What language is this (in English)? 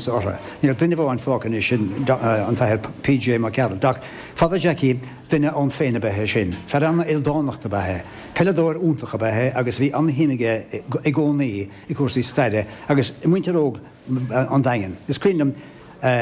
Irish